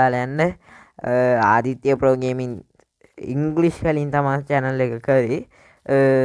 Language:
Sinhala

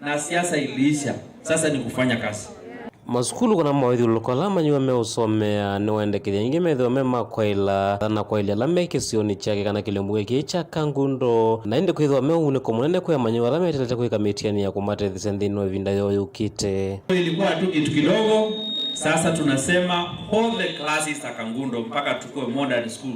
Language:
Kamba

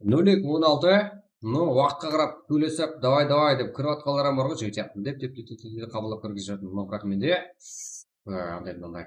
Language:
Kara-Kalpak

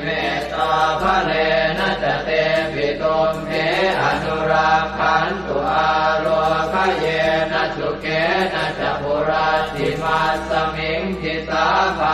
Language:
Pali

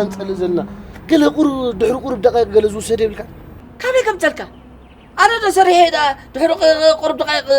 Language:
Tigrinya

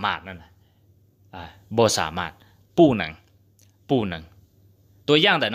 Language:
Hmong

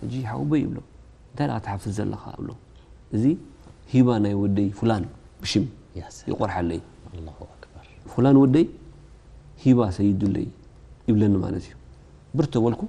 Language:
Tigrinya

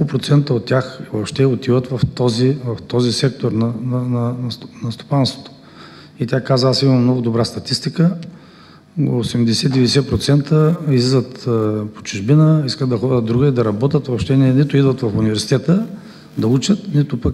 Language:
Bulgarian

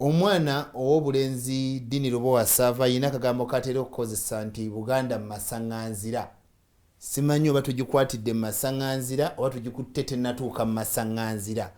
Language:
Ganda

